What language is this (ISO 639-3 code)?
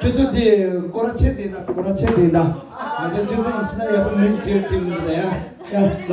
bod